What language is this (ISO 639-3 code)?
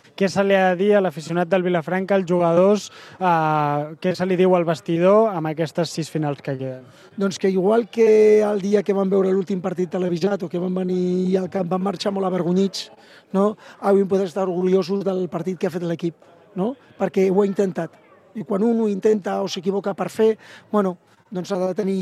cat